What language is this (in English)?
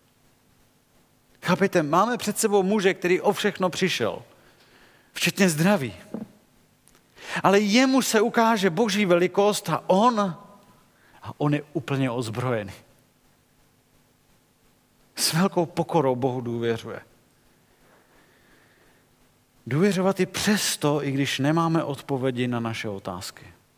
Czech